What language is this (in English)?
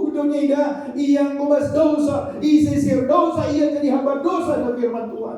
Batak Karo